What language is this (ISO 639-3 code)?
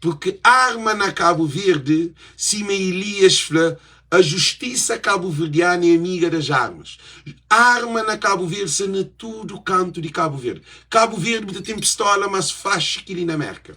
kea